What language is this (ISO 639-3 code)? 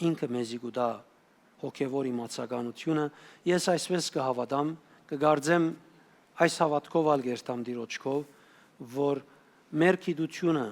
hyw